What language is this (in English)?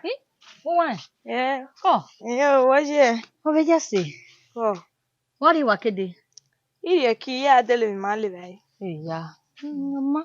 Bini